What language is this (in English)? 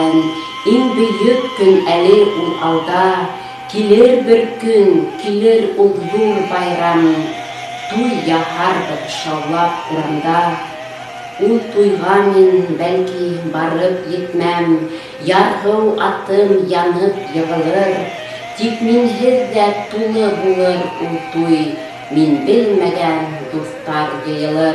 Bashkir